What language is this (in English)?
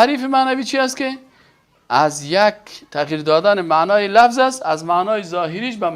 Persian